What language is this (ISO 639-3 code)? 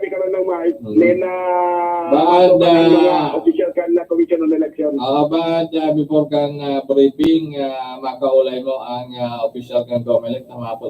bik